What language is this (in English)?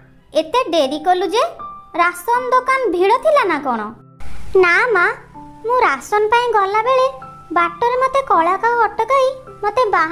Odia